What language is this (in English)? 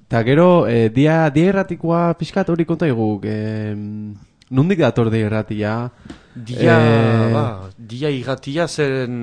Basque